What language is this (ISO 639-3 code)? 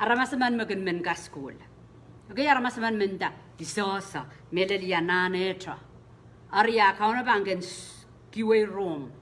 pon